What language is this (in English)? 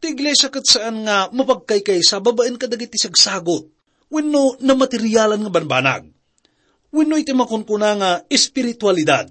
Iloko